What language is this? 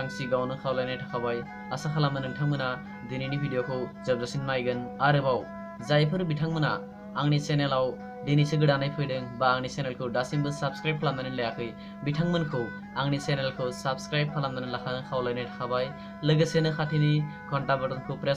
Bodo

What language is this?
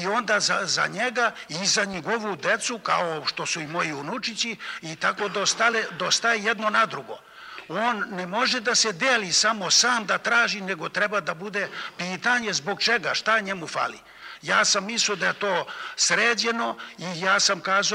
Serbian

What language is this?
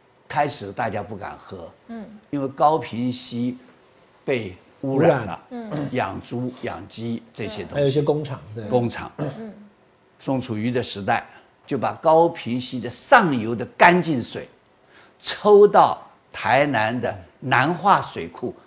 Chinese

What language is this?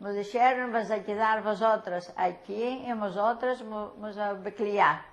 Ladino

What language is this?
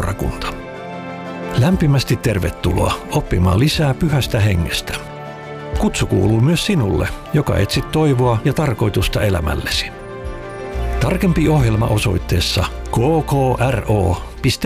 Finnish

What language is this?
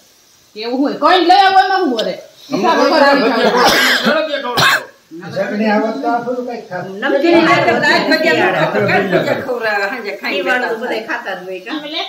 Gujarati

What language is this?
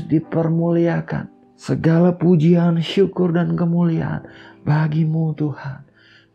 Indonesian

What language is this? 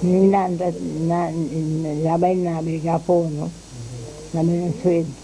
Papiamento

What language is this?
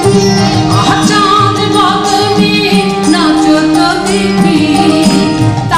Bangla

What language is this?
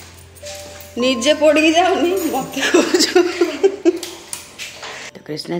Odia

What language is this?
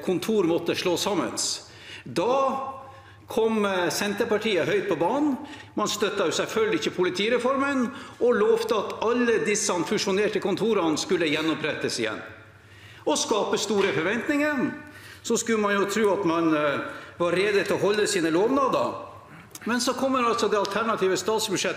Norwegian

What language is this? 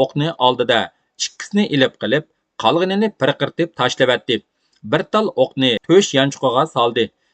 Uyghur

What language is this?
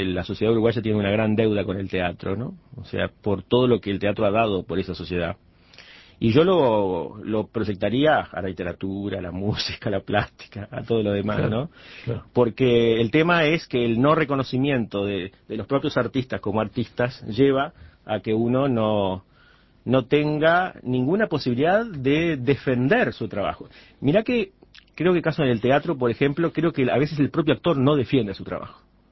Spanish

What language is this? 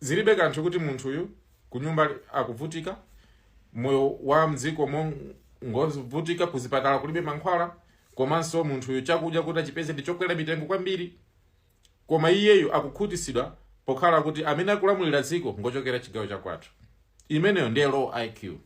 Nyanja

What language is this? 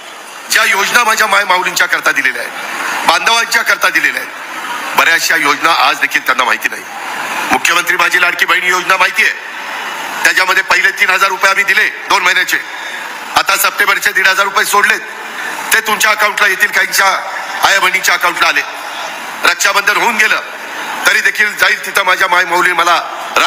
Marathi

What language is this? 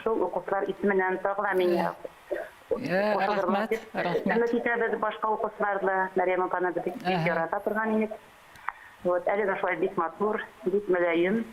Bashkir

